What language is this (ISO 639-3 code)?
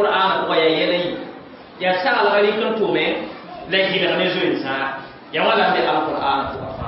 mos